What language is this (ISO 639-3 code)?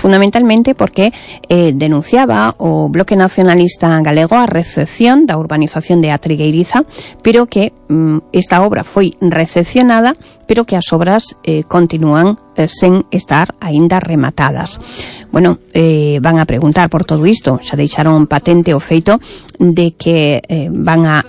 glg